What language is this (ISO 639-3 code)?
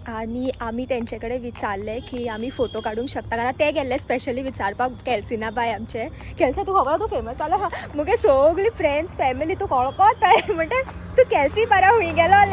kok